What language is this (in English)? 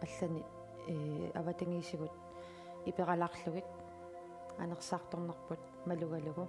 Kalaallisut